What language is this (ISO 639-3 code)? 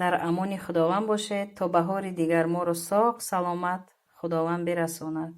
tgk